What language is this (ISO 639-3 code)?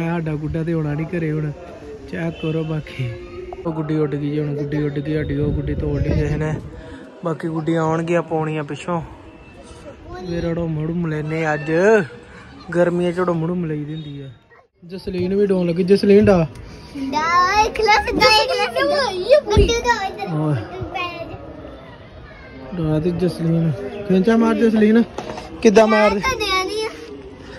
pan